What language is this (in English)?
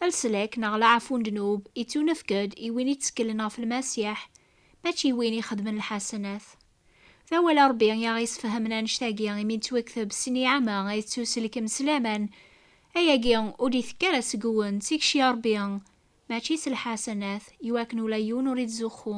Kabyle